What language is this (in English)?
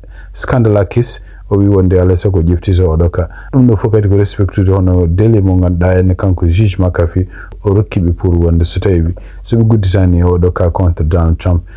Fula